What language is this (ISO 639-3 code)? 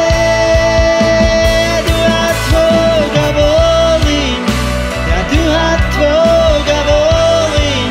hrv